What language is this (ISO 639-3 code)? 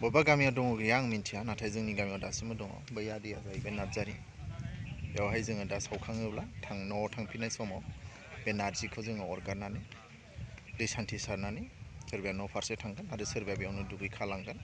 brx